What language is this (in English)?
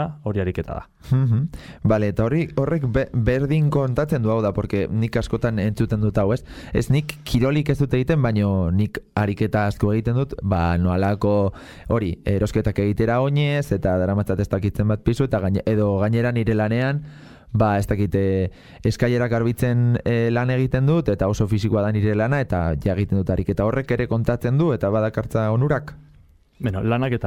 Basque